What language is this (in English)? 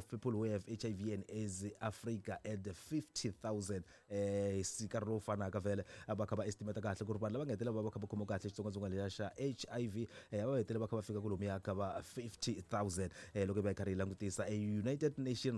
Tsonga